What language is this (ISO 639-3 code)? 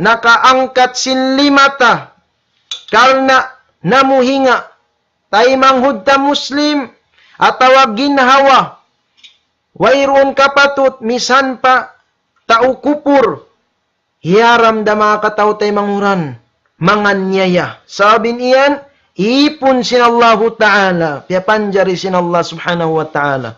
tsg